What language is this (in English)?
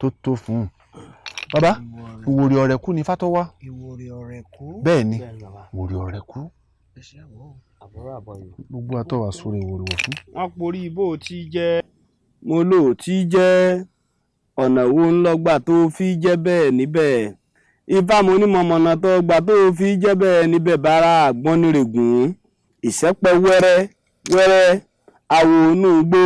Yoruba